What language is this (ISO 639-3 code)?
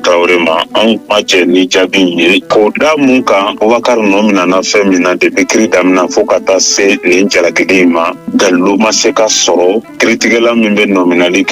bam